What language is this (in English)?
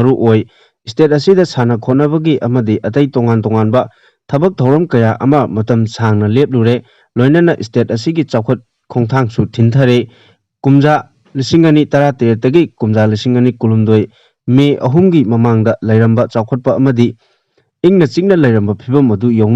Manipuri